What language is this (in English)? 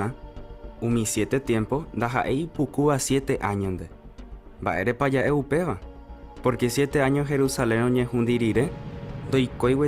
Guarani